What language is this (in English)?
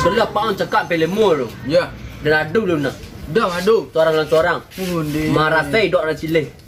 Minangkabau